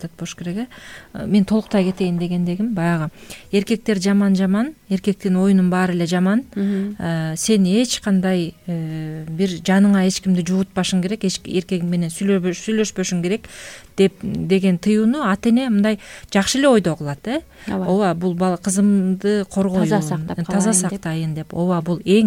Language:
Kyrgyz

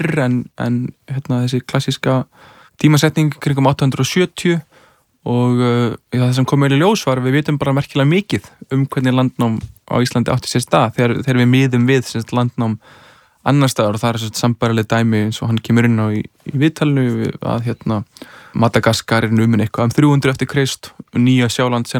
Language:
Icelandic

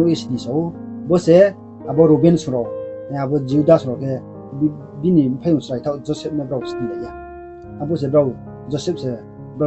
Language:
Riang (India)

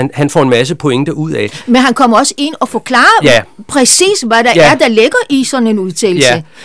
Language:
Danish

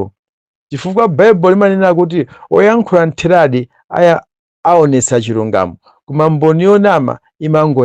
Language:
Nyanja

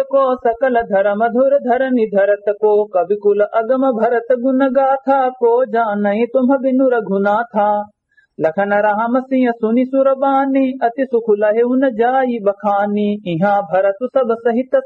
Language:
Awadhi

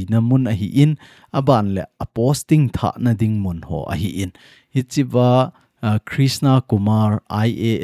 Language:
Thado Chin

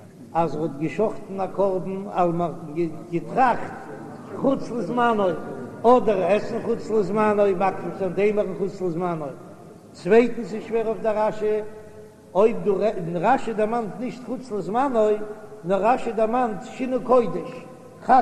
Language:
Yiddish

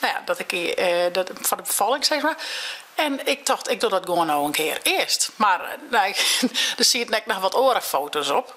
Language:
Western Frisian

